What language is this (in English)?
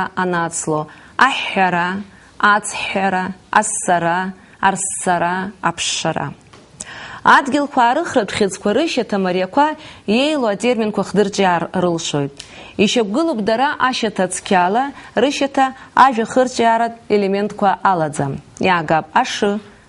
Abkhazian